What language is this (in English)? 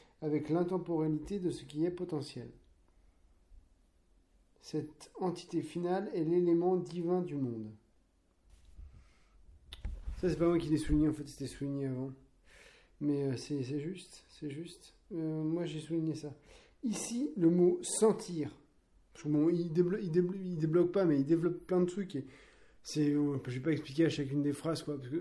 French